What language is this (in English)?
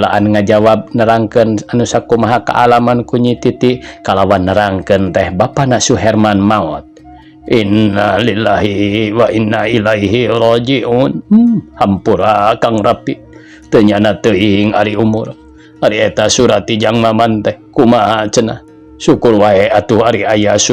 Sundanese